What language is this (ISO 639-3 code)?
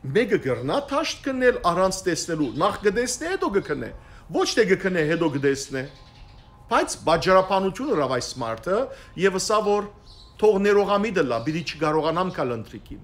hyw